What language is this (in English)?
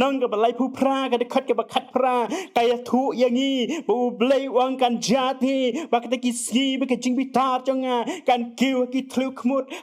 Khasi